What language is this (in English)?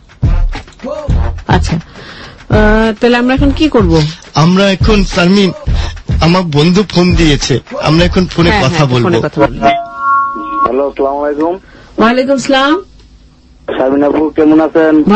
Bangla